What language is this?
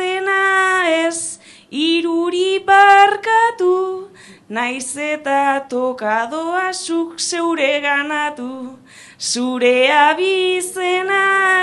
Basque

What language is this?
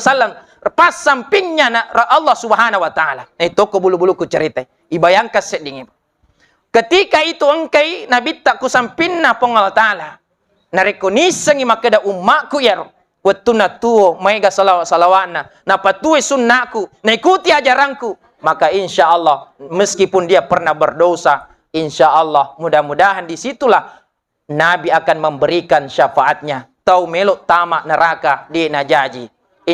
Buginese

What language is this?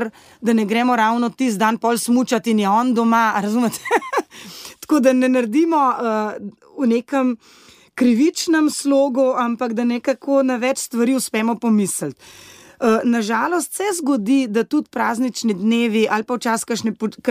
Slovenian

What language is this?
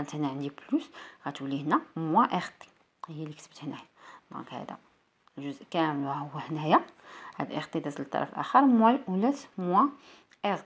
Moroccan Arabic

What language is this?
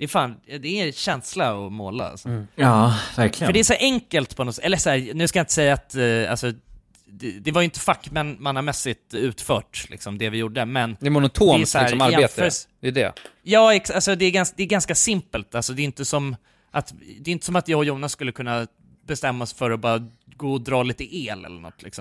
Swedish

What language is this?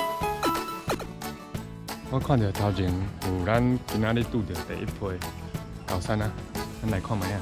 Min Nan Chinese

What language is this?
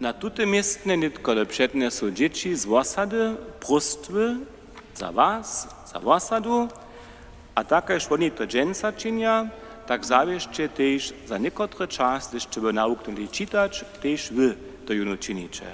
Upper Sorbian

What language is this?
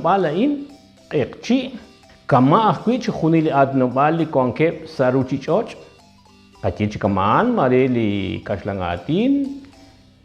Kekchí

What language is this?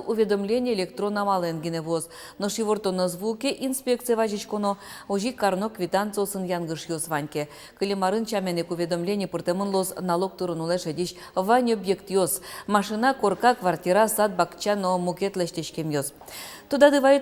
Udmurt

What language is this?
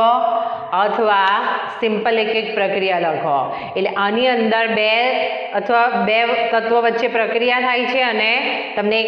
Gujarati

